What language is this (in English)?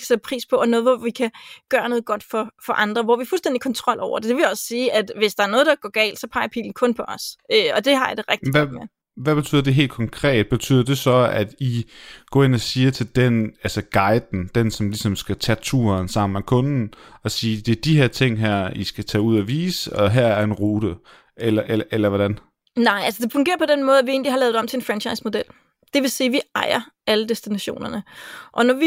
Danish